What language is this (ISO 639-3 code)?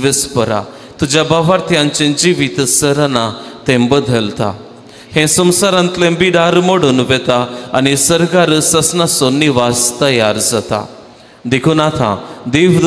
kok